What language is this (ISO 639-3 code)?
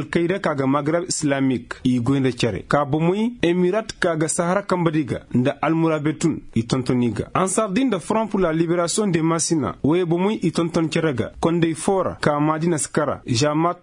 ses